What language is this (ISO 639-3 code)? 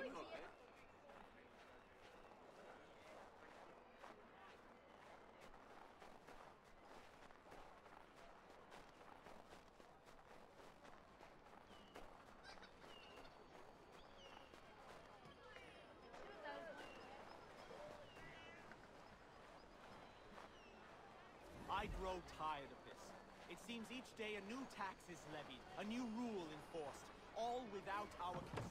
eng